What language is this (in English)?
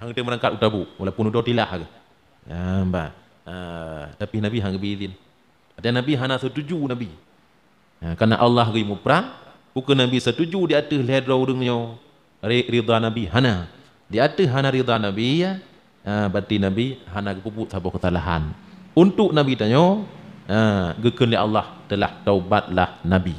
Achinese